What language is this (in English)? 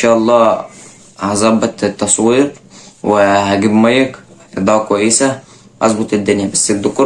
Egyptian Arabic